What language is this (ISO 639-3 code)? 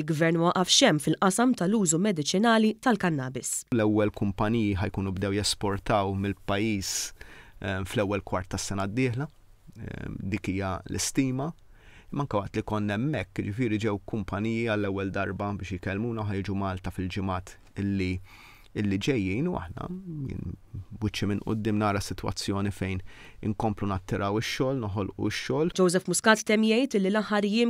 mlt